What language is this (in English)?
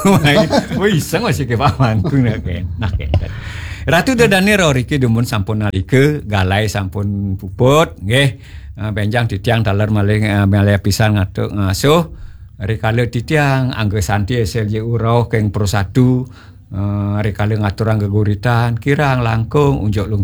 Balinese